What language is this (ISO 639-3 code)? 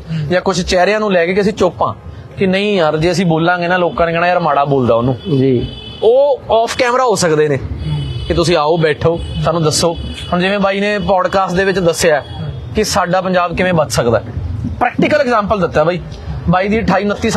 pan